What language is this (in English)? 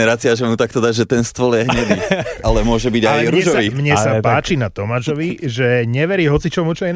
Slovak